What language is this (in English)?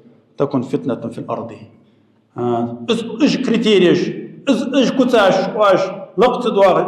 Ingush